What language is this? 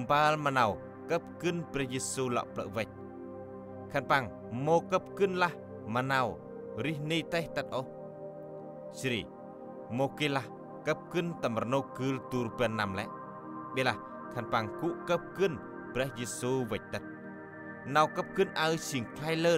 Central Mnong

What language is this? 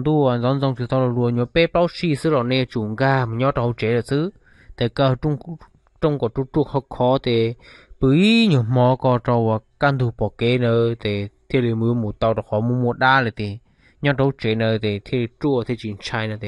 Hmong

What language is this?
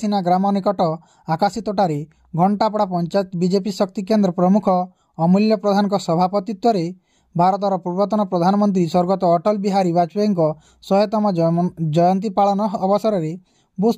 Odia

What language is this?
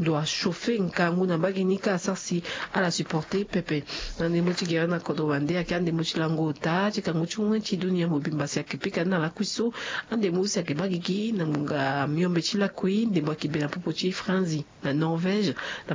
Sango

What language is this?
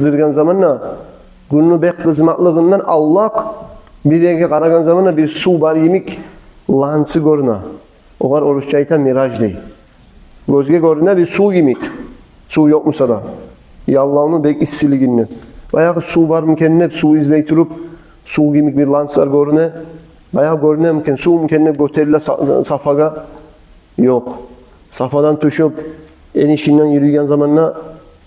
Kumyk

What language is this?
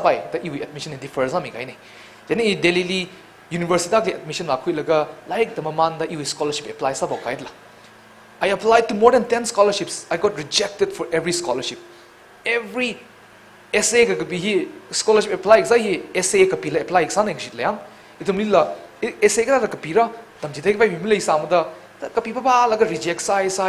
Tangkhul Naga (India)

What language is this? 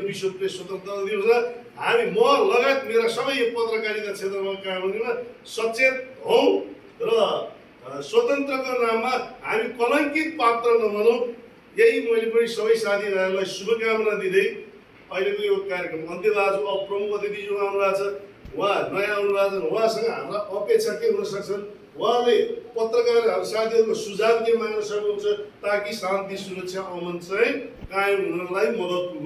Nepali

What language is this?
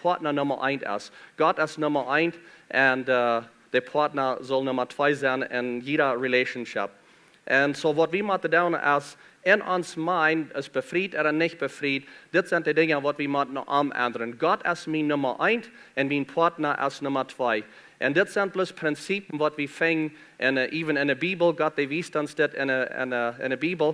Plautdietsch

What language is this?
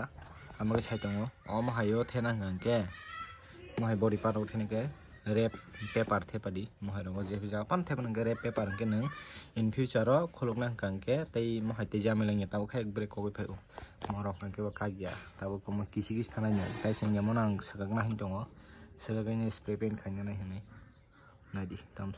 Kok Borok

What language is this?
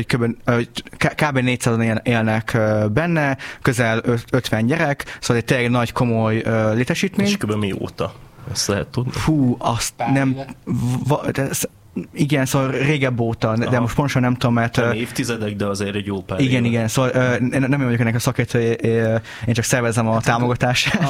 Hungarian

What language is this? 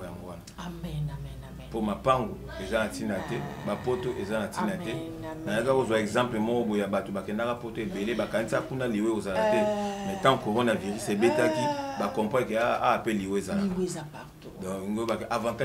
Lingala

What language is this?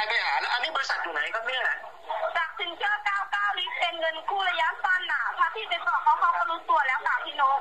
Thai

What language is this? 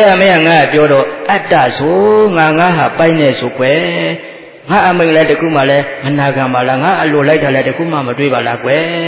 Burmese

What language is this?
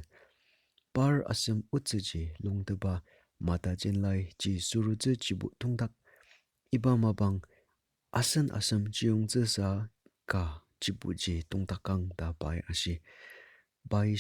Ao Naga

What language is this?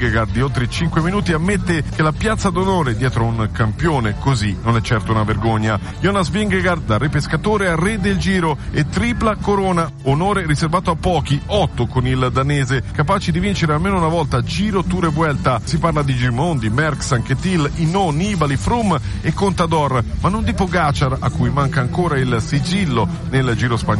Italian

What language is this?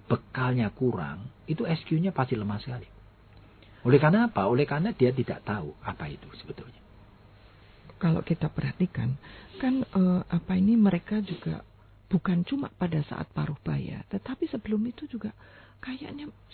Indonesian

